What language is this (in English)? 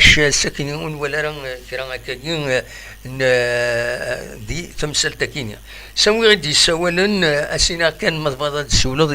Kabyle